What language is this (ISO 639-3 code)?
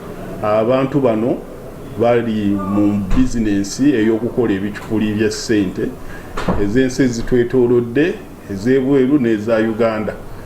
lug